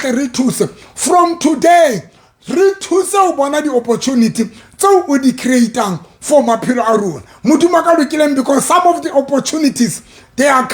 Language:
Southern Sotho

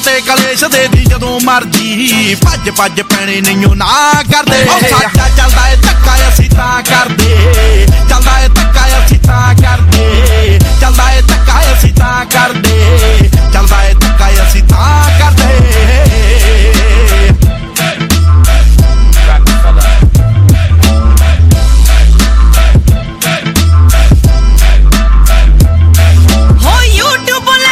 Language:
Punjabi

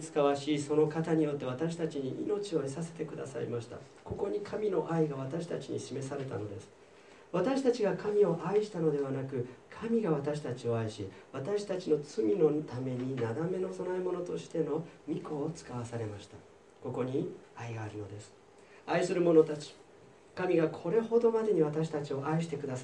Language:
Japanese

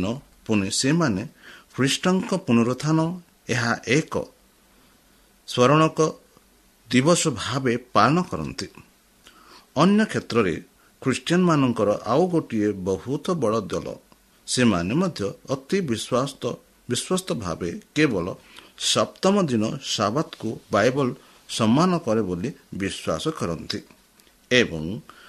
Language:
Odia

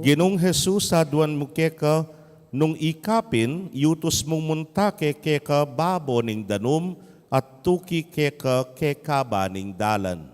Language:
Pampanga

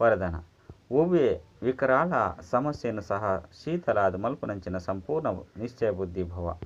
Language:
Tulu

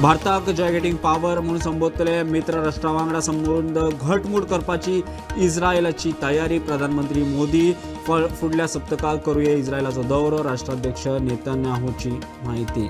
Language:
Konkani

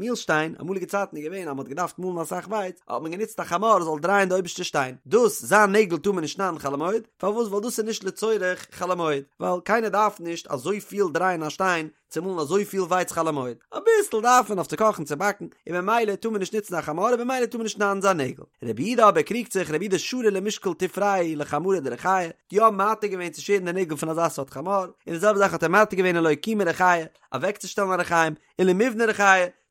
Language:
Yiddish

